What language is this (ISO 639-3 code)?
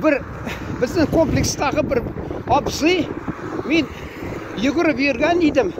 tat